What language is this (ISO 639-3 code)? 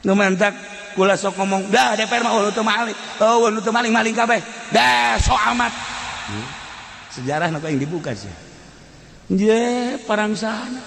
sun